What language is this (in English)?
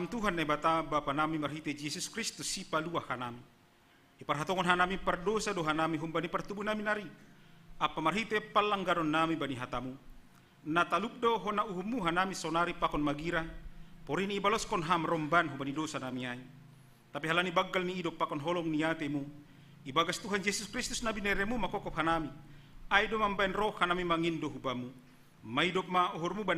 Batak Simalungun